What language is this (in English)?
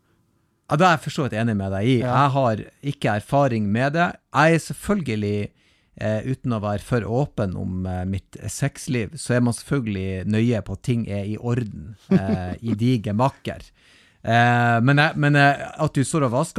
Norwegian